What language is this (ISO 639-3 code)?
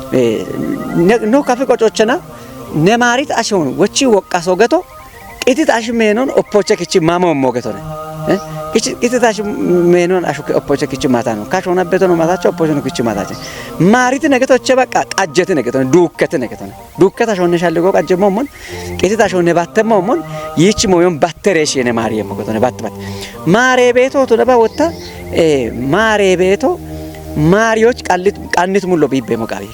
kbr